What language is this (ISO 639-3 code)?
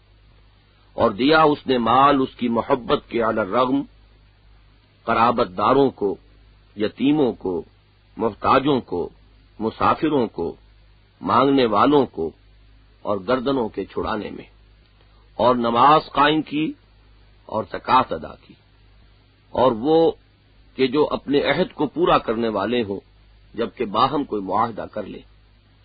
urd